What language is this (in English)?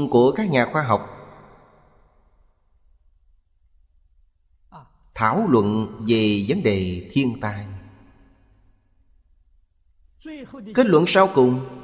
Vietnamese